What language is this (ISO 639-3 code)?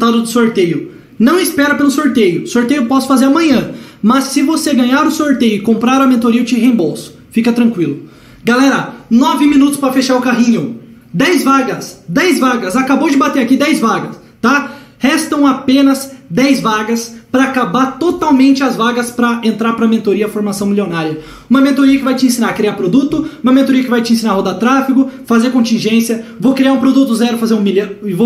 por